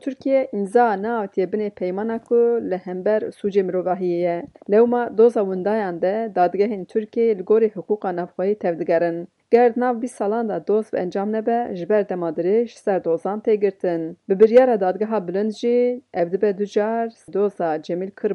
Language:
Kurdish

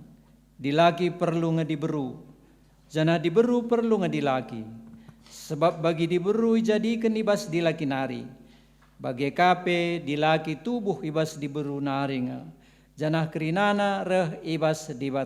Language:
Batak Karo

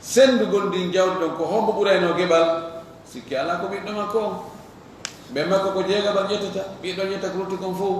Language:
Fula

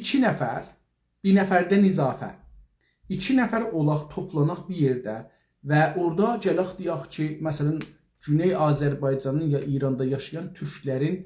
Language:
South Azerbaijani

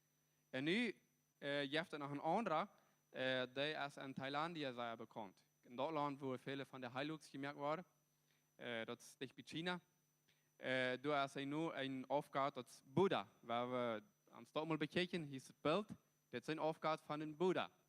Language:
Plautdietsch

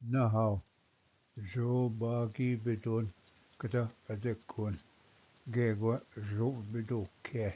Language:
Ojibwa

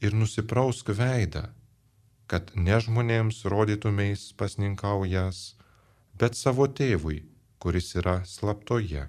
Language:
Lithuanian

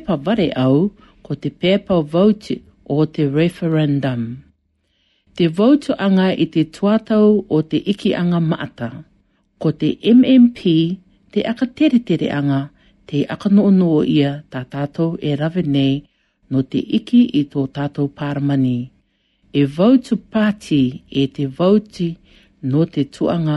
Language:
Latvian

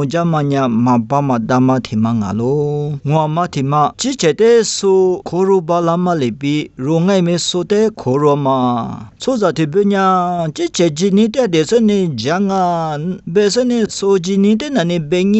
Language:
Lisu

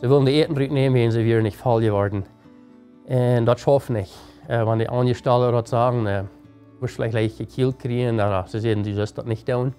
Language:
Plautdietsch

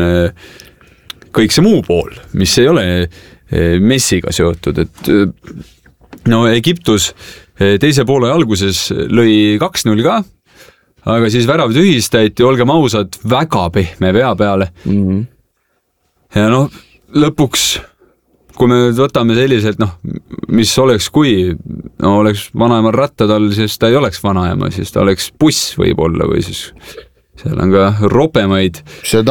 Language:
Estonian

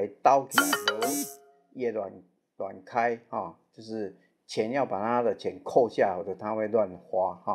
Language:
Min Nan Chinese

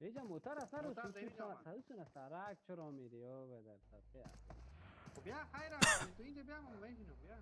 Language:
Persian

